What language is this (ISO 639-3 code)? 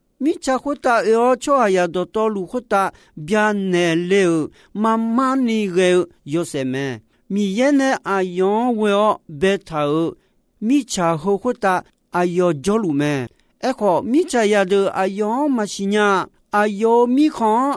ahk